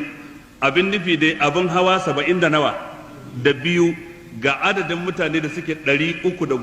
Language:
Hausa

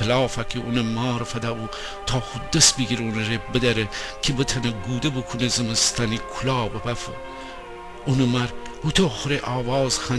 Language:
Gilaki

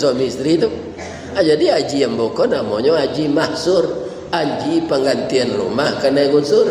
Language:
Minangkabau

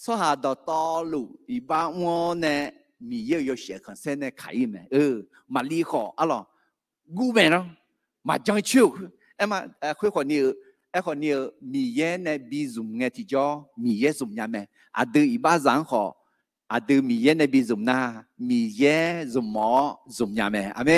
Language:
Akha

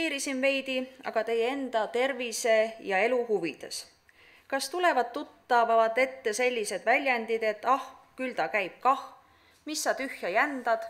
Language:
Estonian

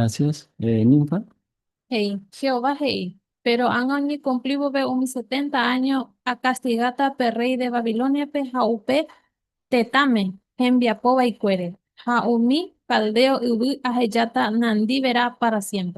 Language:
Guarani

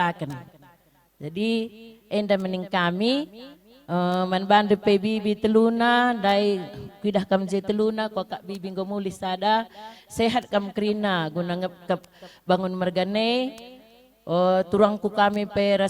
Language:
Batak Karo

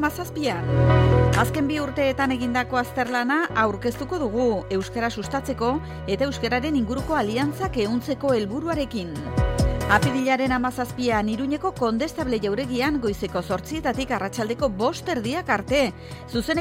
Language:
Basque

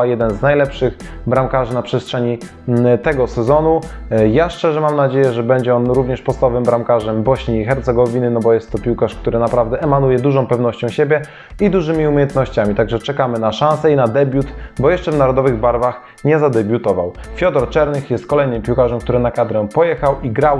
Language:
Polish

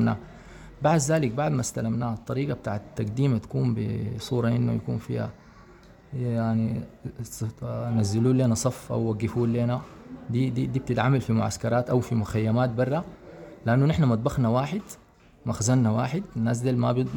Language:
Sudanese Arabic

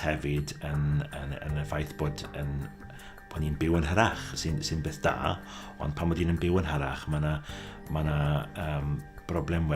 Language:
Welsh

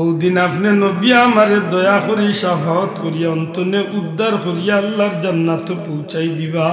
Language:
Sylheti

